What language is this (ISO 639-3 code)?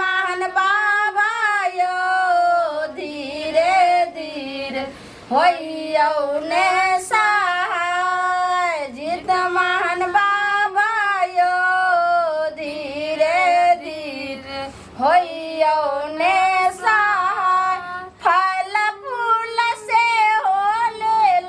mai